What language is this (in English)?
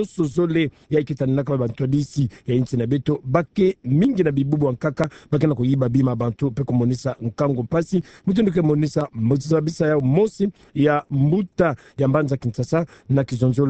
Kituba (Democratic Republic of Congo)